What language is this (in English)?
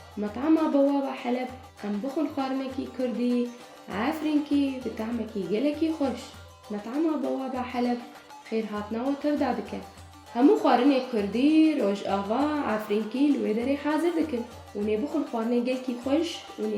Kurdish